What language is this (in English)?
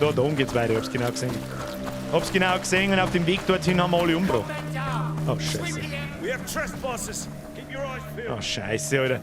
Bavarian